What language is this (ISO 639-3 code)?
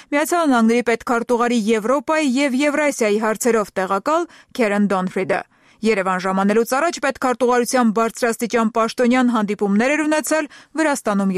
hye